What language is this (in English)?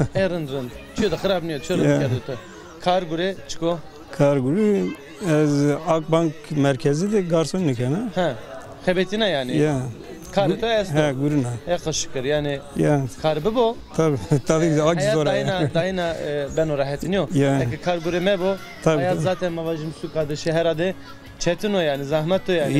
Zaza